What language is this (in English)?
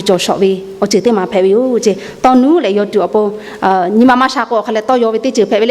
Lahu